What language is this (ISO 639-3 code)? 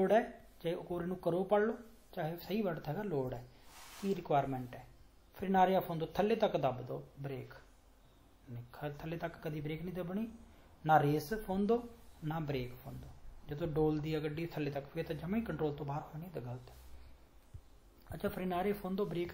pan